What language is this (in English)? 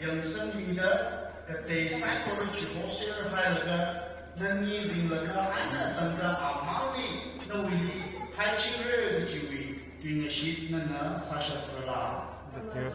Tangkhul Naga (India)